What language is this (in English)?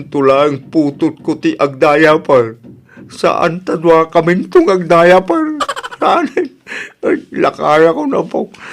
Iloko